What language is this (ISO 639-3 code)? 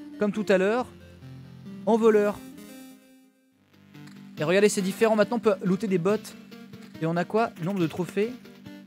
fra